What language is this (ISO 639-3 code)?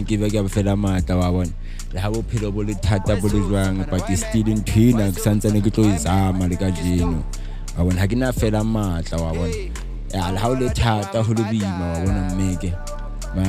sot